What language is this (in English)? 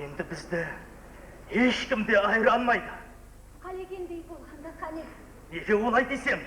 Kara-Kalpak